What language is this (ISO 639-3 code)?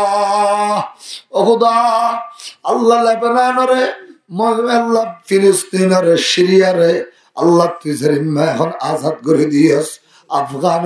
rhg